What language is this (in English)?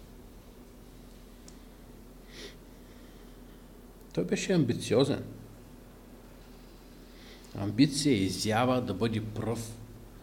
Bulgarian